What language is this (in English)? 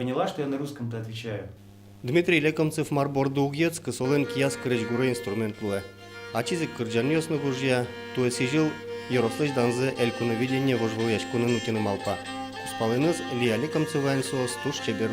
Udmurt